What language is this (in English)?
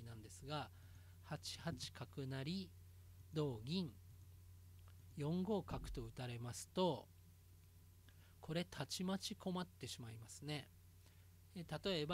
Japanese